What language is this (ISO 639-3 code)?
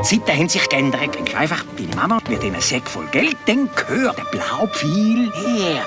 gsw